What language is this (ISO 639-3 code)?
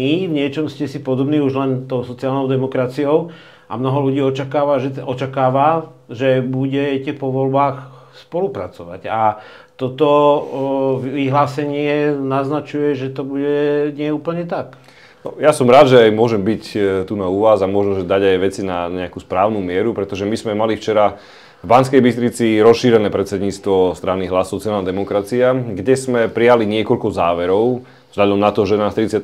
slk